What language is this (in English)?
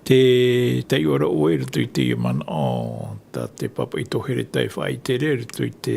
Tahitian